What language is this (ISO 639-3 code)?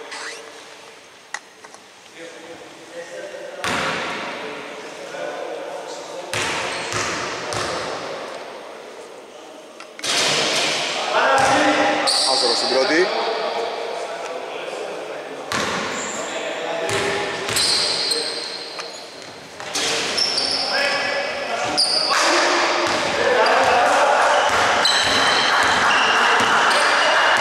ell